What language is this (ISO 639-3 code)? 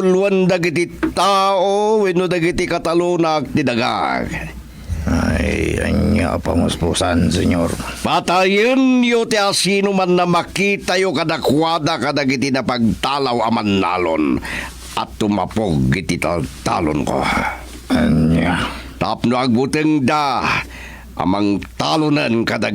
ilo